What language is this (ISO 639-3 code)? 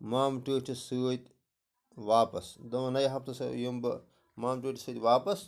kas